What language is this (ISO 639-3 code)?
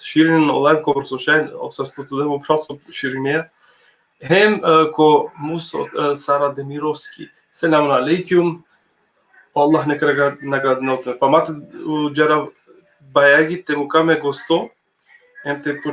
rmn